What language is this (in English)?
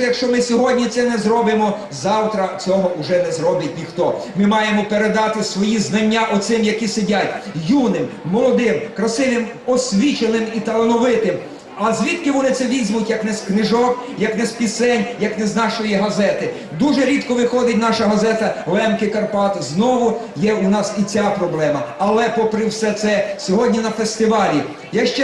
Rusyn